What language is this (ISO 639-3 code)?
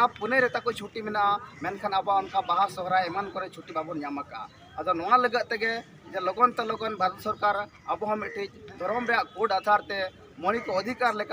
sat